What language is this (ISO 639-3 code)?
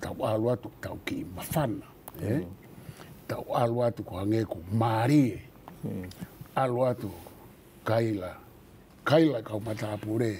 ton